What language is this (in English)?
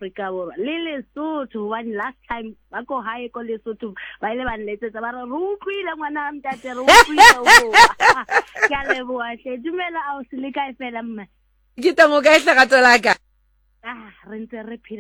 Southern Sotho